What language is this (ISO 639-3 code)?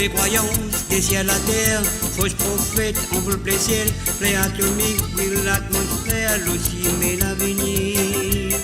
mfe